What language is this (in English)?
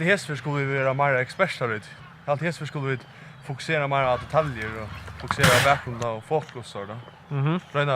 Faroese